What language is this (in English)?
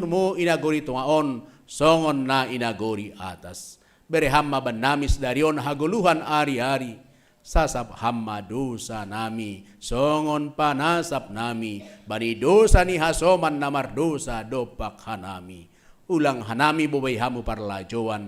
Batak Simalungun